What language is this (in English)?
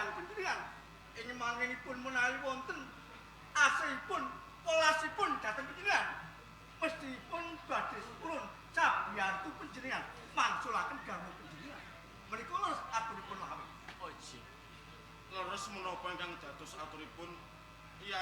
Javanese